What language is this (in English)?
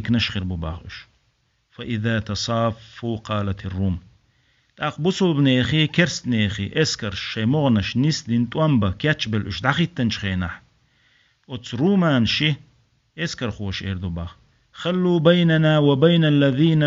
Chechen